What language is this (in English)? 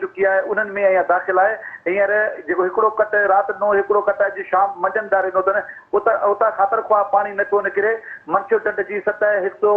Sindhi